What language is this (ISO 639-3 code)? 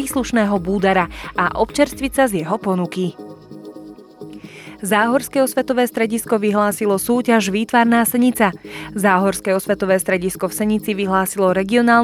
slk